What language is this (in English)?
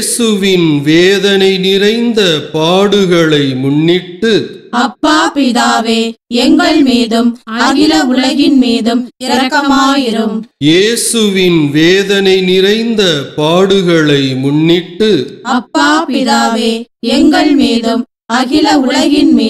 Tamil